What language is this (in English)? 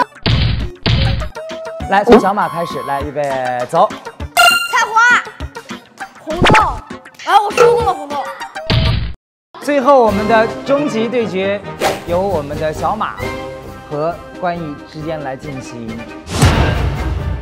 Chinese